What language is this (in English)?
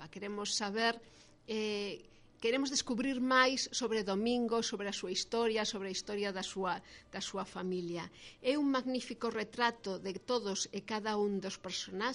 Galician